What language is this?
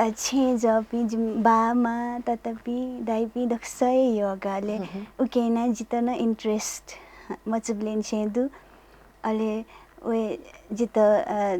Newari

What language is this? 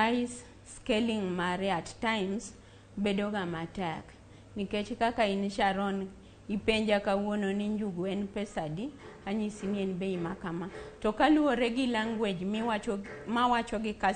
Luo (Kenya and Tanzania)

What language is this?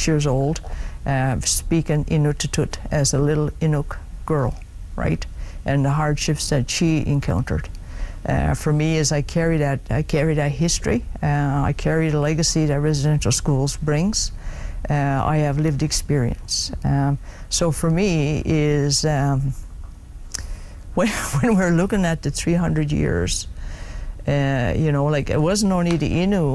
English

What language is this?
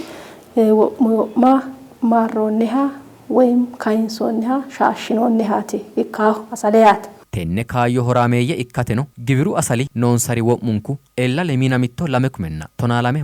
Sidamo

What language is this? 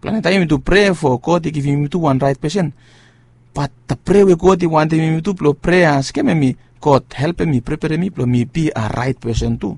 Bislama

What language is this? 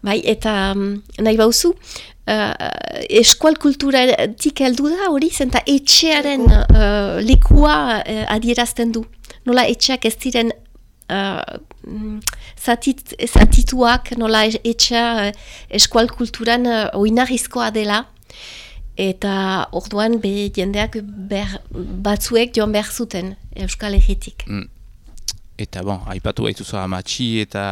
Basque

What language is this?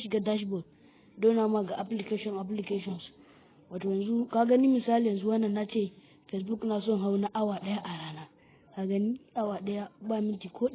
Hausa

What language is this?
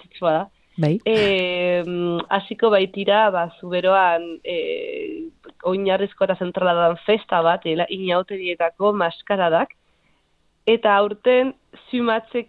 Basque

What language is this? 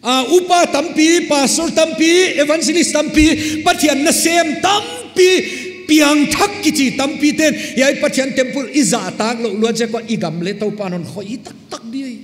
Paite Chin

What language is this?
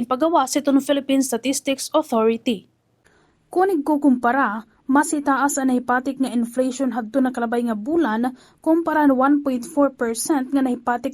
Waray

